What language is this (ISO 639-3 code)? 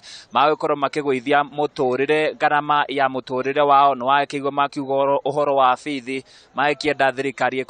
kik